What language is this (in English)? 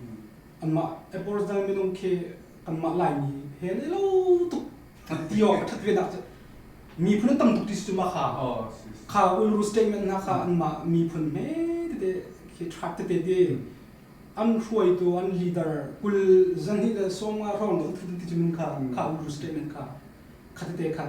Hakha Chin